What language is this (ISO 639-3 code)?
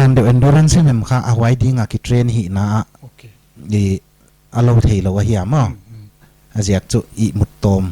pck